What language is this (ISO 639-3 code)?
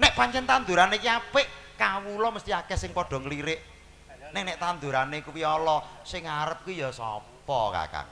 jav